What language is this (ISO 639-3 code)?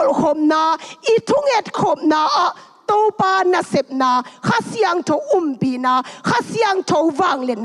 ctd